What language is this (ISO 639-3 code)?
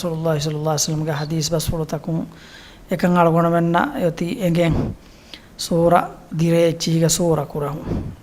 div